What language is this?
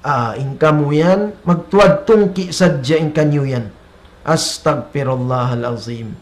Tausug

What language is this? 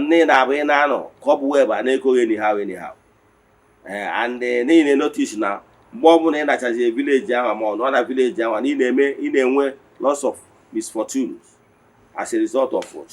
Igbo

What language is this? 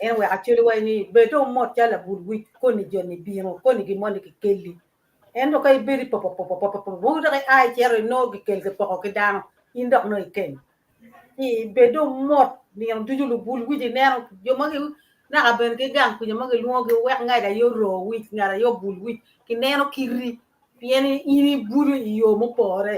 Acoli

